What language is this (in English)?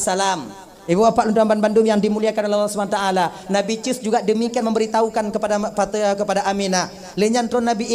Achinese